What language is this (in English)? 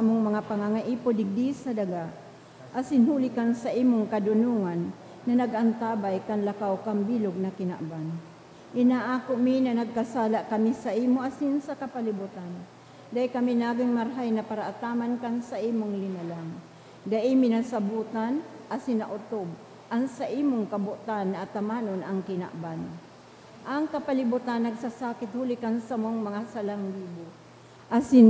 Bikol